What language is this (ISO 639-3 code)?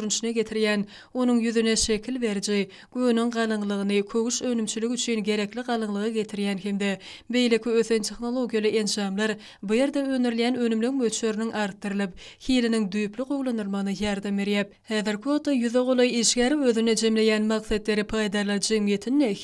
tuk